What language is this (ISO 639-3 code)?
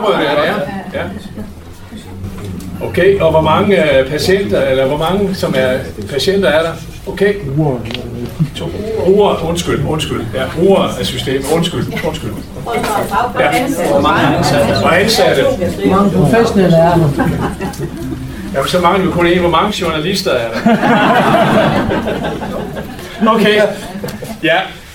dan